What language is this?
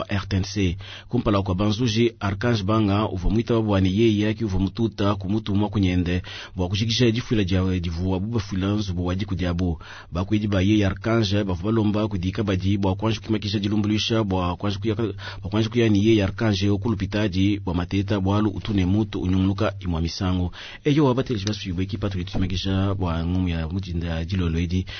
Luba-Lulua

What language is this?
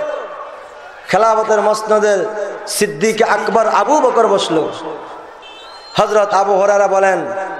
Bangla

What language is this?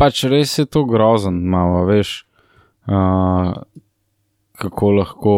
Slovenian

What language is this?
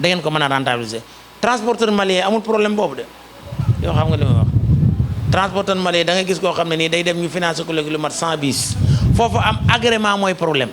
Wolof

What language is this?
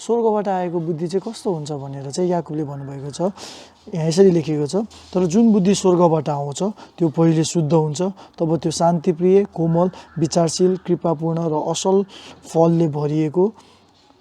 Nepali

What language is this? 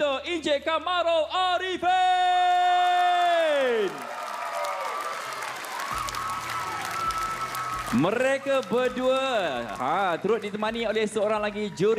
Malay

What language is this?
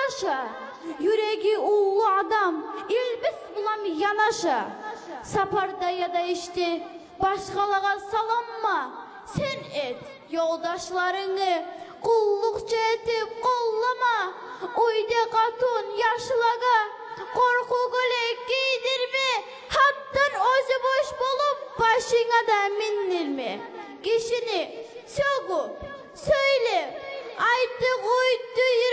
Kumyk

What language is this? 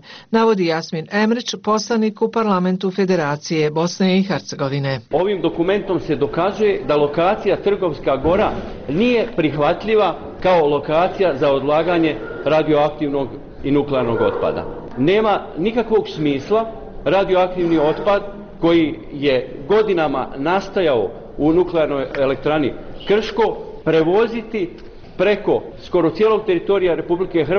Bosnian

